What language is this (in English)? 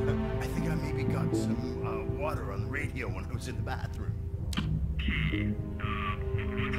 English